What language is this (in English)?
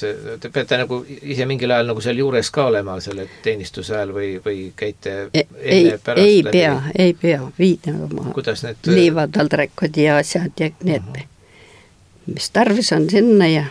Estonian